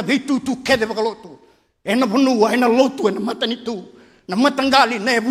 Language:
Fijian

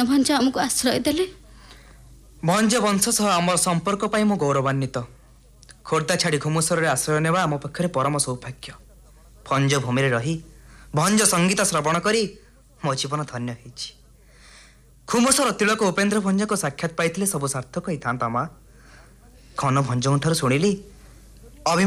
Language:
Odia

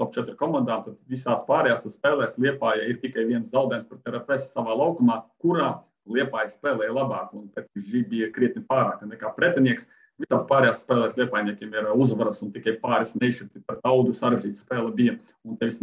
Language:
Latvian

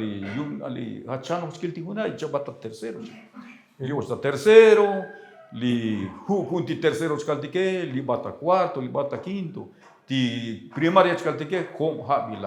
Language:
Tzotzil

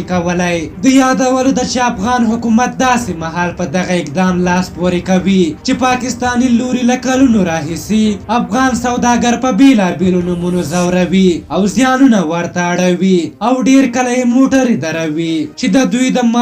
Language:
Pashto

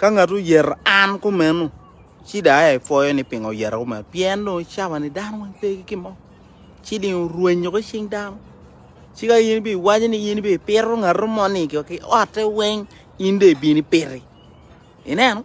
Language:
Acoli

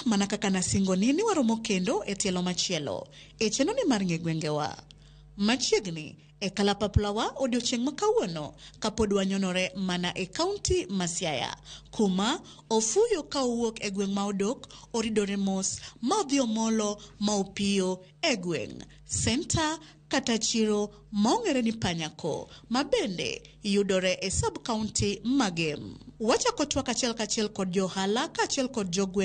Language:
Luo (Kenya and Tanzania)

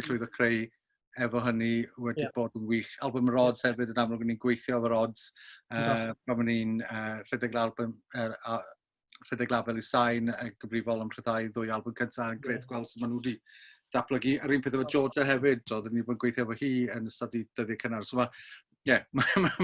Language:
Welsh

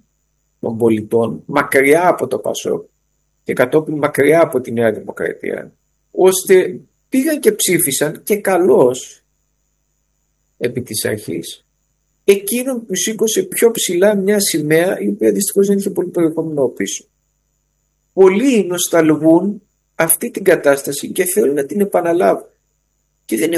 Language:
Greek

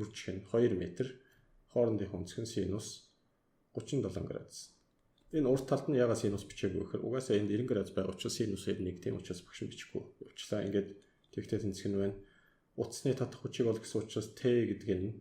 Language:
Mongolian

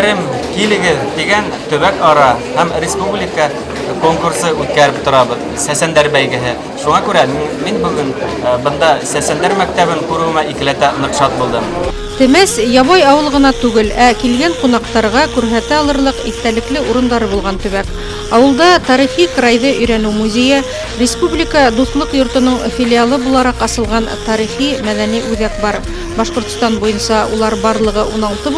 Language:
Bashkir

